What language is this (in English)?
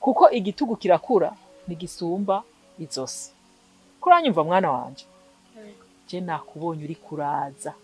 Rundi